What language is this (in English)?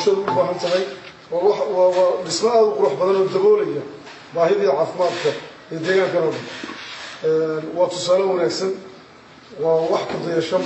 Somali